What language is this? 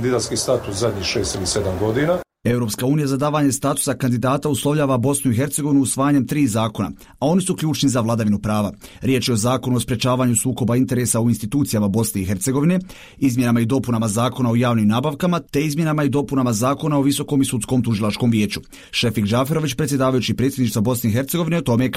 Bosnian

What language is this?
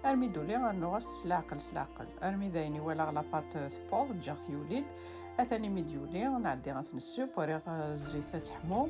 Kabyle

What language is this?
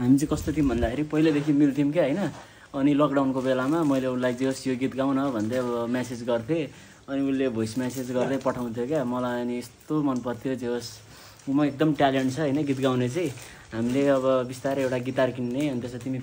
Nepali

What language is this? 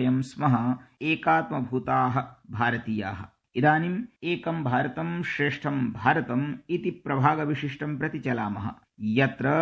Sanskrit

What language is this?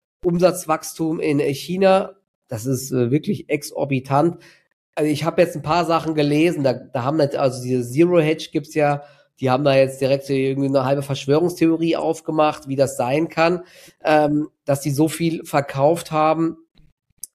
German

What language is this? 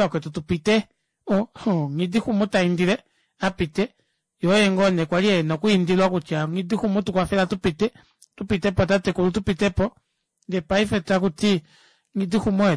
Kuanyama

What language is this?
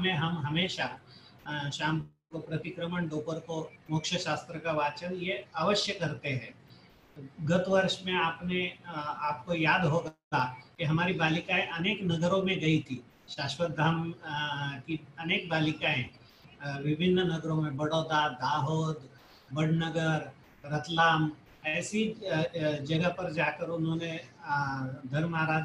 Hindi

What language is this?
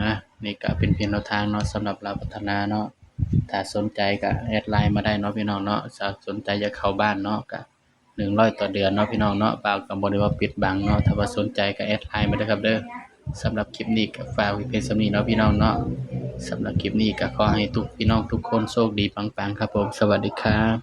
Northeastern Thai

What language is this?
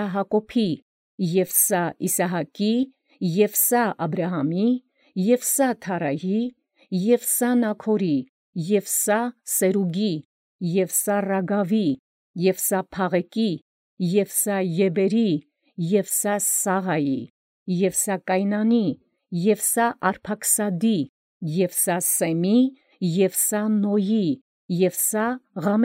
Armenian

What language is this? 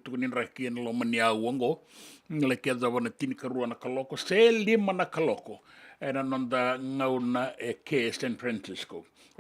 Fijian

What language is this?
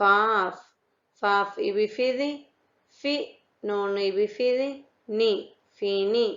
Divehi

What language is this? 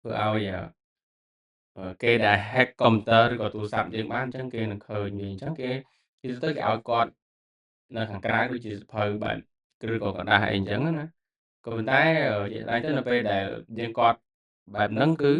Khmer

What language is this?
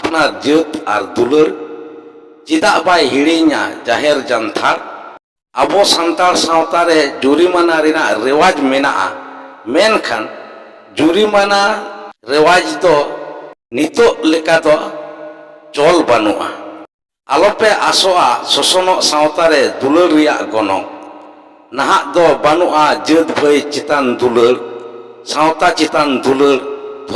Santali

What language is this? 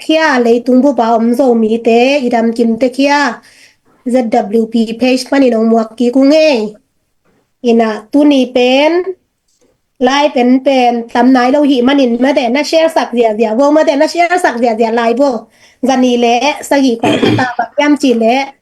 Tedim Chin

